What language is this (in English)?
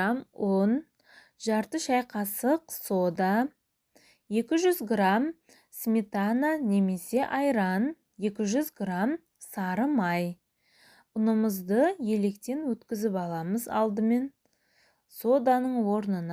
Kazakh